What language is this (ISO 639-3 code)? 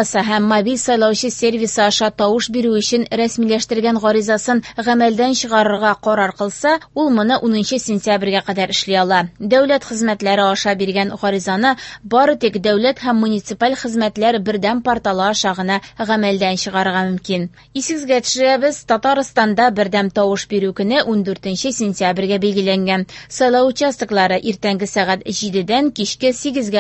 tat